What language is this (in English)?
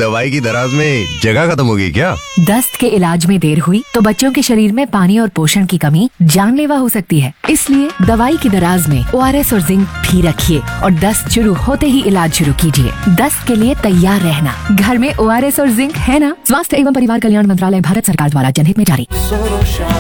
Hindi